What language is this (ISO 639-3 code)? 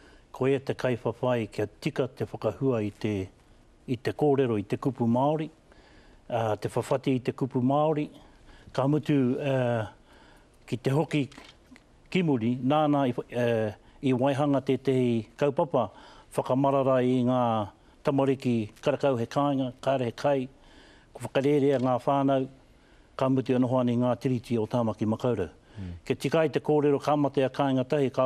mri